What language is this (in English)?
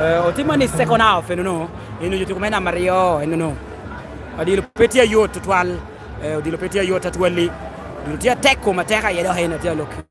Lango (Uganda)